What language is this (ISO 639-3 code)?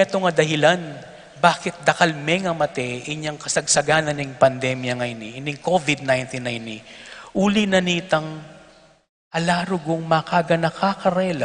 pam